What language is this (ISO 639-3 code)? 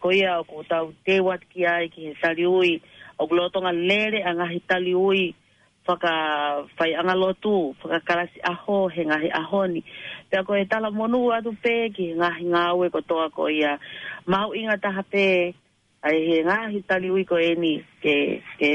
ton